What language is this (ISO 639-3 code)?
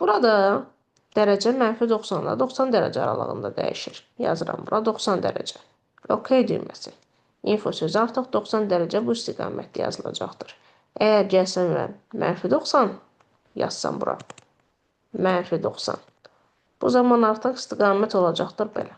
aze